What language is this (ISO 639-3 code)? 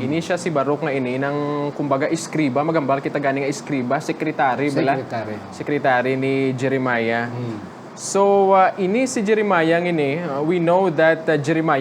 hil